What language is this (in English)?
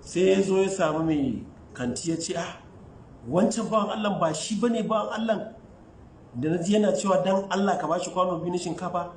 Hausa